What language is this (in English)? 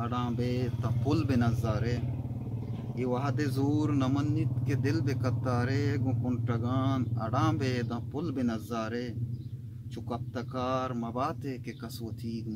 Eastern Balochi